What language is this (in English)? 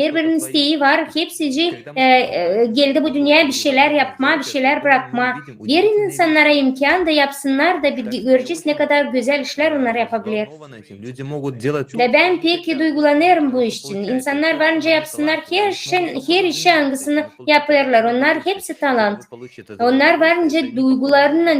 Gagauz